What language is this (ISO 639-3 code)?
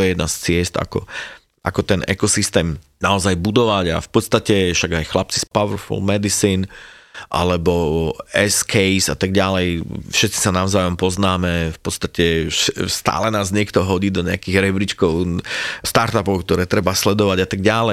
slk